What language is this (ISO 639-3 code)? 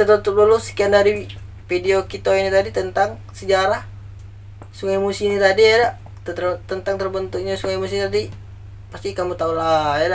mui